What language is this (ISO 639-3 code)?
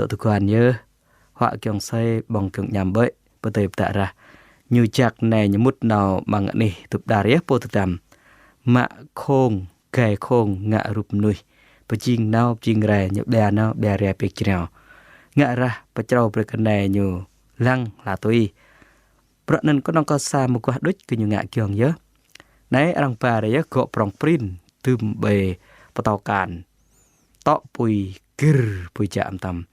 jra